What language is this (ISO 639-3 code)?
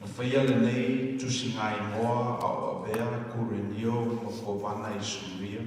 smo